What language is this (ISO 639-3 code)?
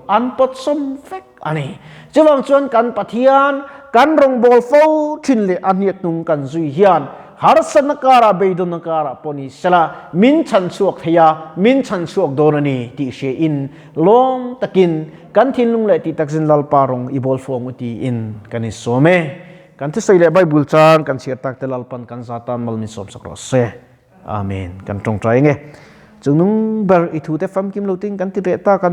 lus